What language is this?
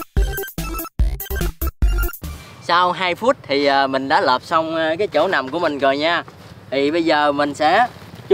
Vietnamese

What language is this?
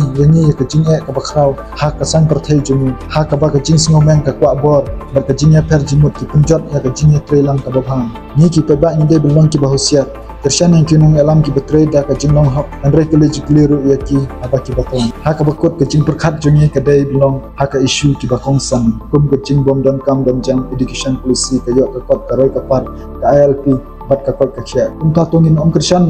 Khasi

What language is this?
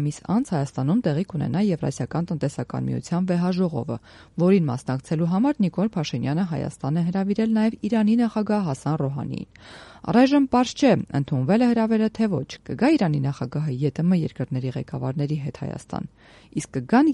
Armenian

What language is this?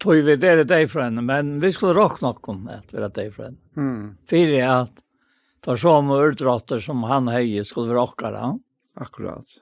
Faroese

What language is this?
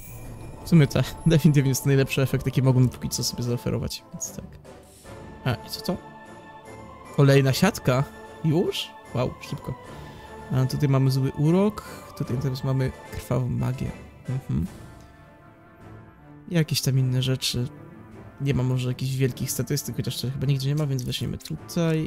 Polish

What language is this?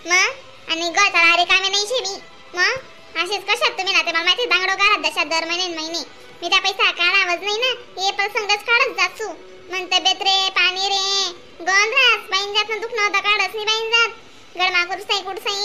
Khandesi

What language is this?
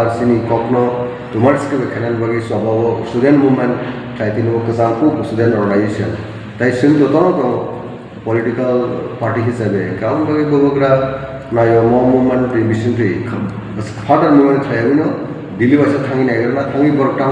Kok Borok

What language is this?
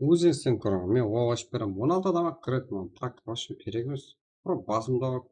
Kara-Kalpak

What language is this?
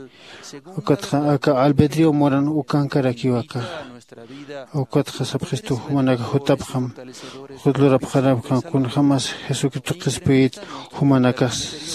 Aymara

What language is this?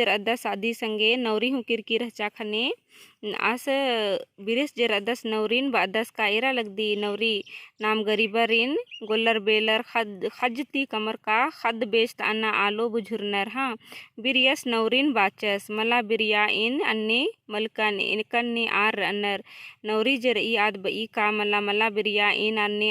Kurukh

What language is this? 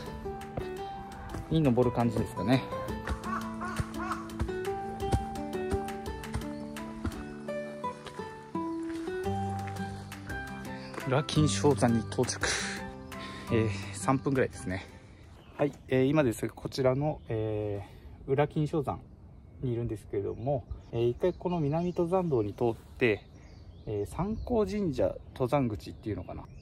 Japanese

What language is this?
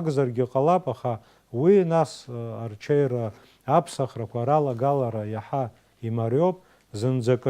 Abkhazian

